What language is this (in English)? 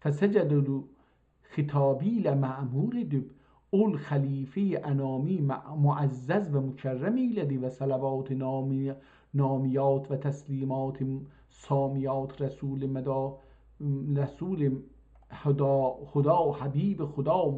South Azerbaijani